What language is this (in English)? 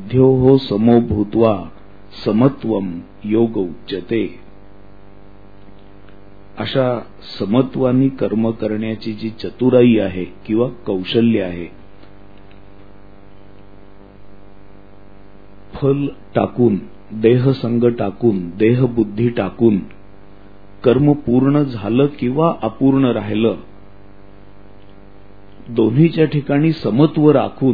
Marathi